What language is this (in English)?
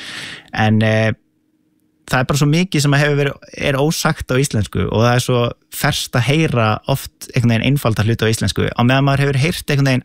Icelandic